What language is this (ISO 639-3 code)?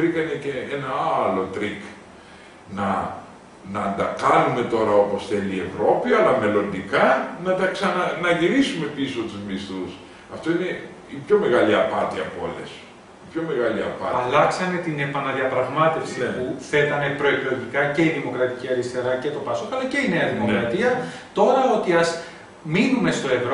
ell